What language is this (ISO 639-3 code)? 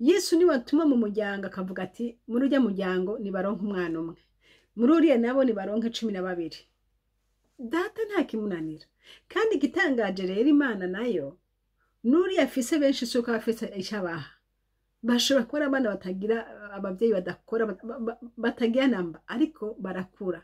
run